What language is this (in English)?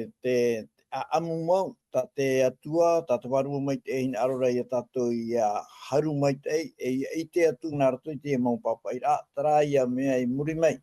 Tahitian